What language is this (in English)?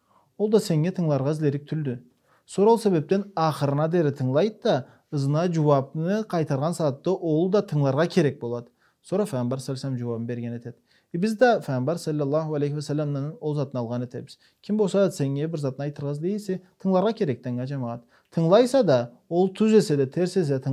Karachay-Balkar